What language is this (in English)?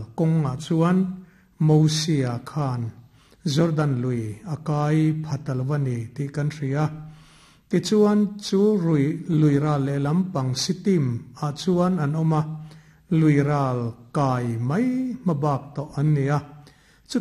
Mizo